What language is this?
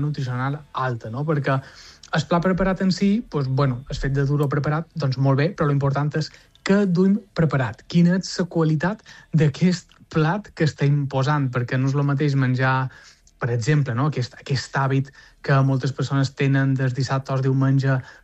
Catalan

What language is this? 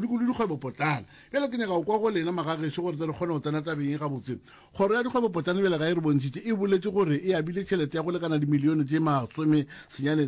Northern Sotho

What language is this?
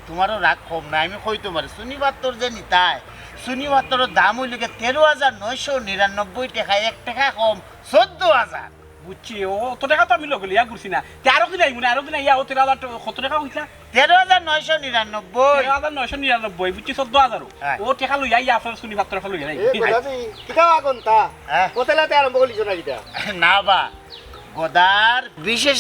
Sylheti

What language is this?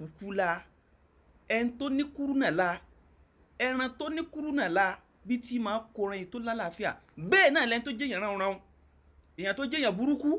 Yoruba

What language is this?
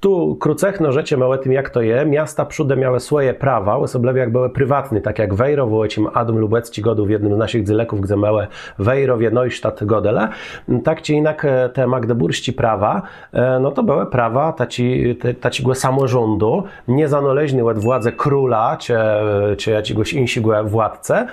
Kashubian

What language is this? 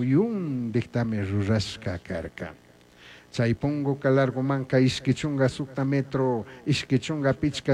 Chimborazo Highland Quichua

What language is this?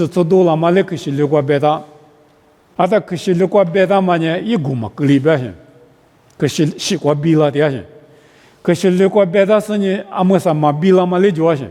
Lisu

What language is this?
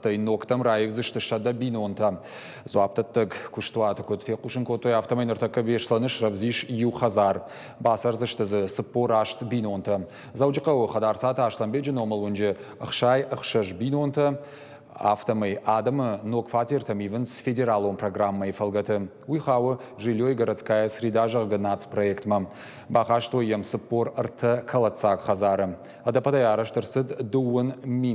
Ossetic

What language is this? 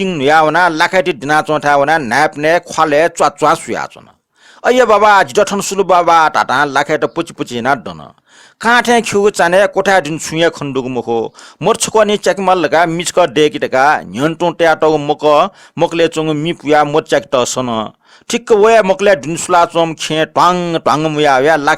Newari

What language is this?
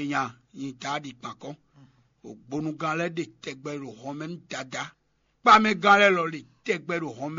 Fon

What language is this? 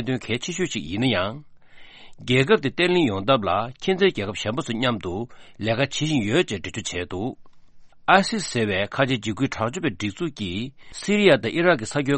Tibetan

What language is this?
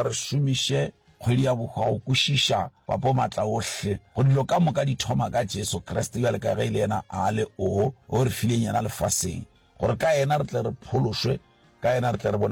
Northern Sotho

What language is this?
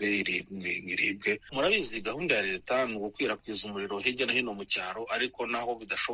Kinyarwanda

